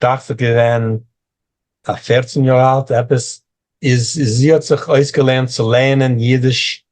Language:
Yiddish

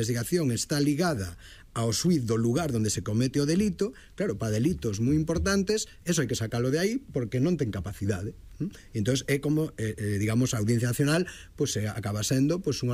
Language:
Galician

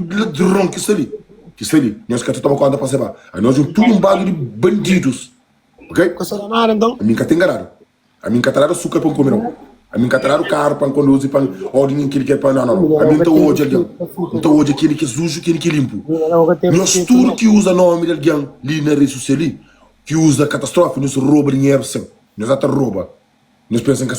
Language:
Kabuverdianu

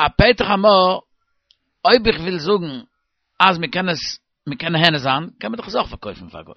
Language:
Yiddish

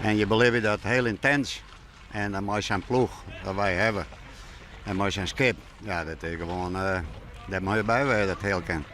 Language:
Western Frisian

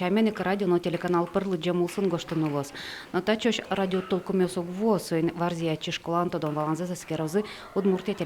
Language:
Udmurt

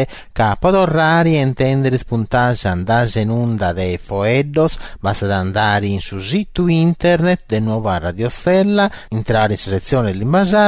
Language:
Sardinian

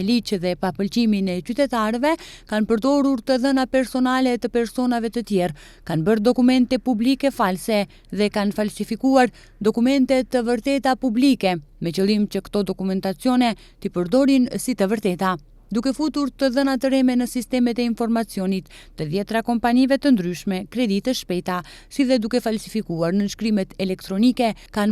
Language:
Albanian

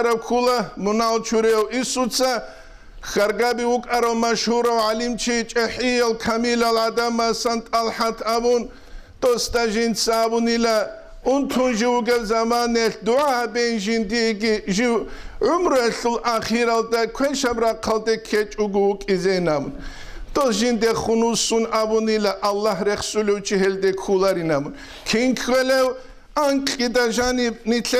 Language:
Avaric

